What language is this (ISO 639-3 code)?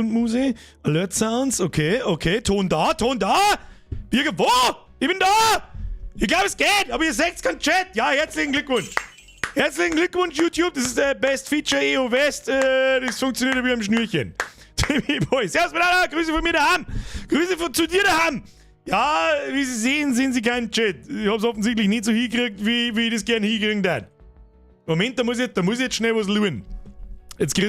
bar